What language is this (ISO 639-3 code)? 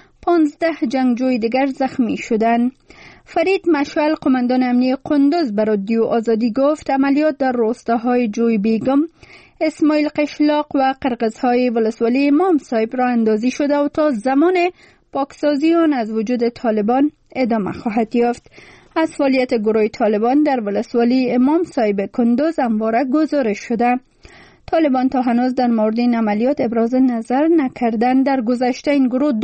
fas